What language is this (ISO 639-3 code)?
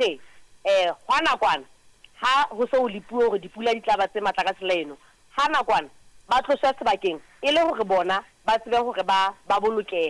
sot